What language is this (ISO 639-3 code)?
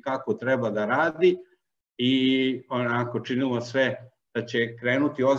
srp